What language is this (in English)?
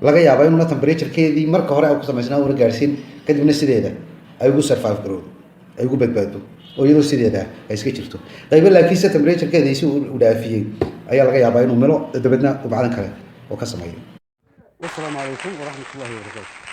Somali